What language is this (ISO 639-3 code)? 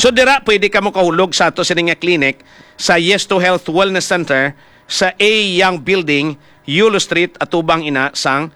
hil